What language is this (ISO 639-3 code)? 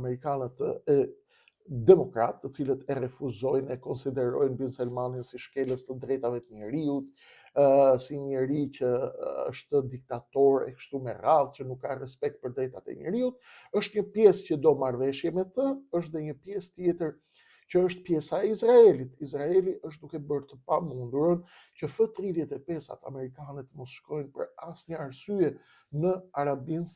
sqi